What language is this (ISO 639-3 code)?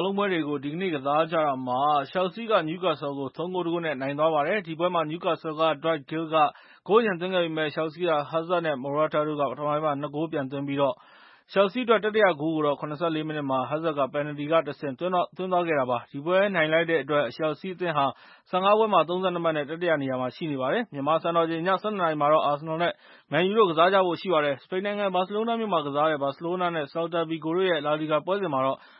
mya